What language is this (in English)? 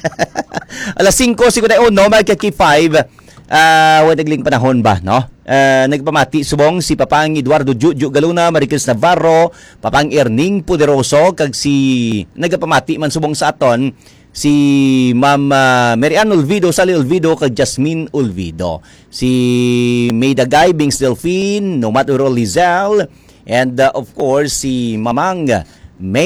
Hiligaynon